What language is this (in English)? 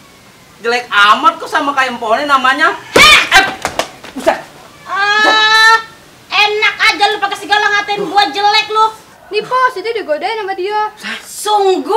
Betawi